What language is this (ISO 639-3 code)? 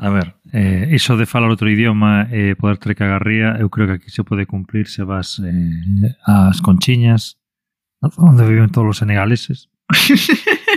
glg